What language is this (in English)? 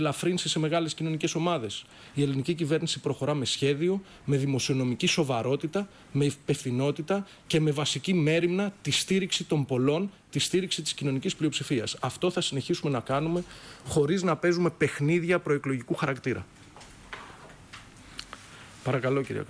Greek